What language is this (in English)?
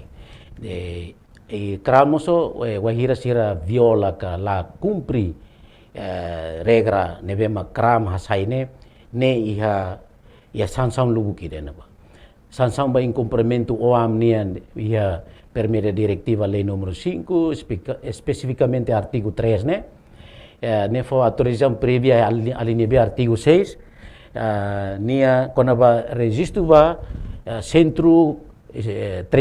Tetum